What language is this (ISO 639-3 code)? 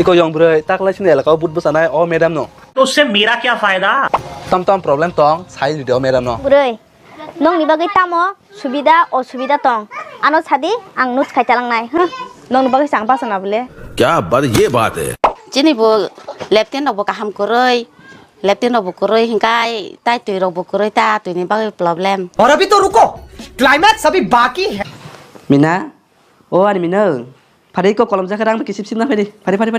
trp